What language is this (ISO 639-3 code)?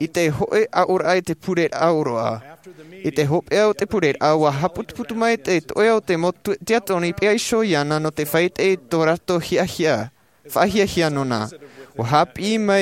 tah